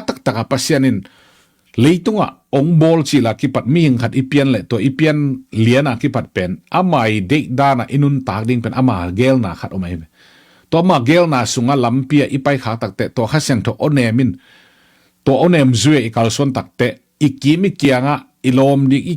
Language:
Tedim Chin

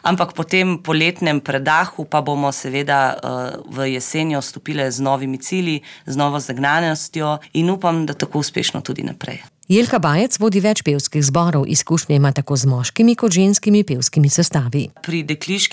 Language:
Slovenian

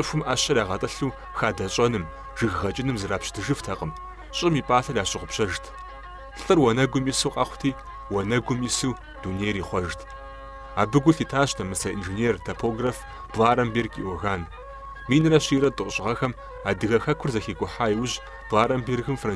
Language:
Kabardian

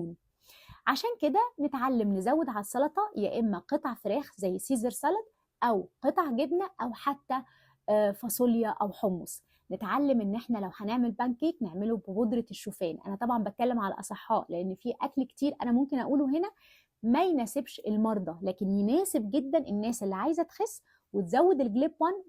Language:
Egyptian Arabic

